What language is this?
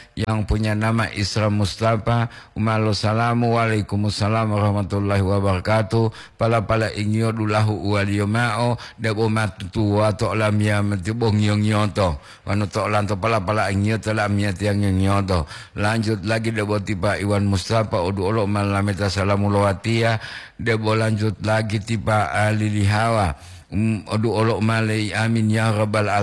Gorontalo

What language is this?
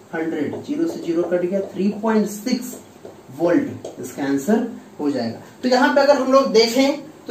Hindi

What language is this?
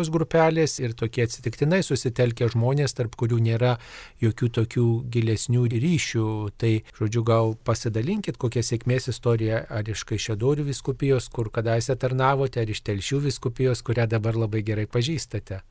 Lithuanian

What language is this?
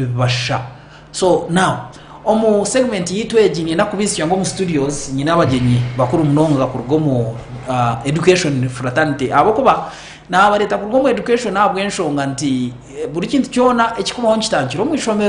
Nyankole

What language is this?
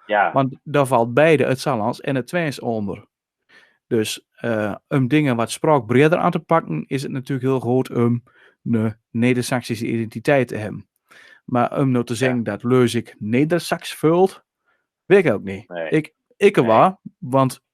Western Frisian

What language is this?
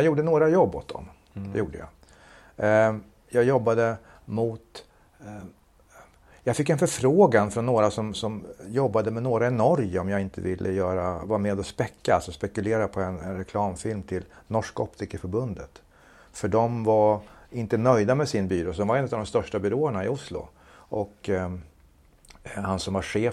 Swedish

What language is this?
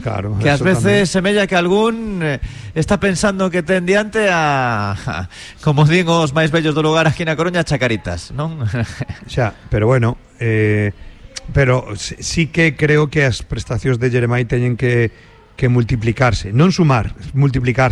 Galician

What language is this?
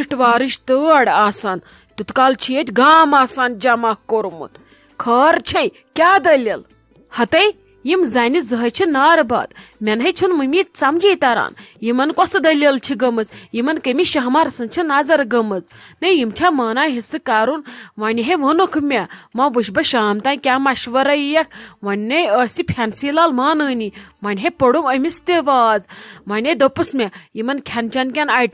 Kashmiri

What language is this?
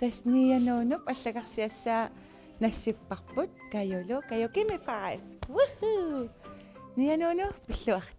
Kalaallisut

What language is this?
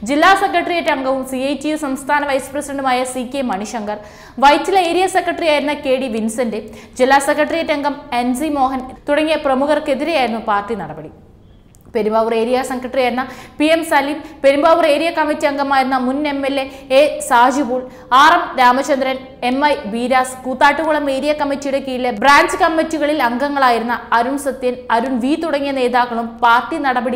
Malayalam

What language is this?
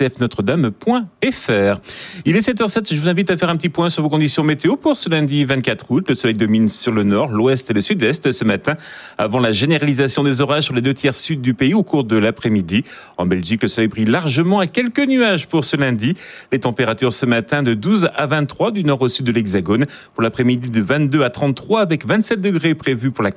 French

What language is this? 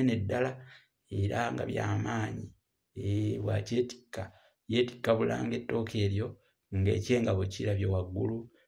Ganda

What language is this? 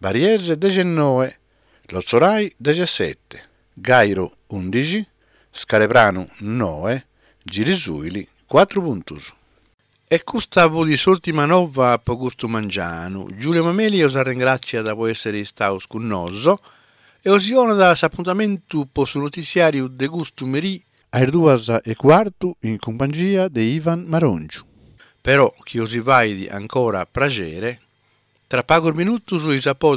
Sardinian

